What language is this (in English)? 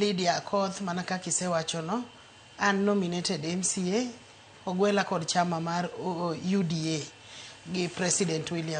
Luo (Kenya and Tanzania)